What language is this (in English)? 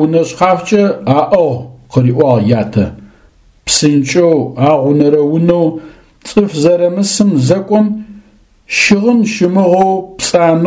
Adyghe